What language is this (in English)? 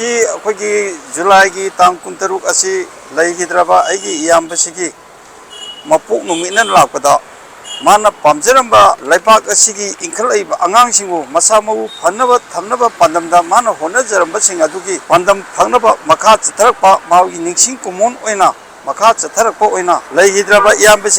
Manipuri